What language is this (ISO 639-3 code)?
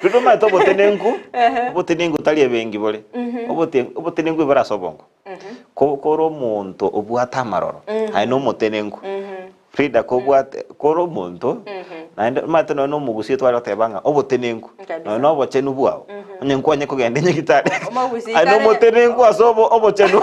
guz